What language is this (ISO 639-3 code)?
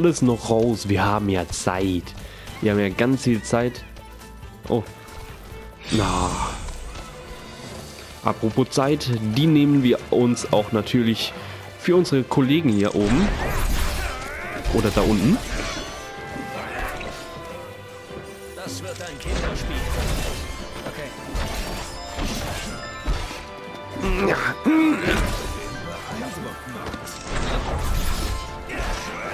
deu